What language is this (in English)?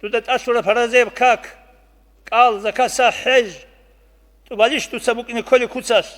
Avaric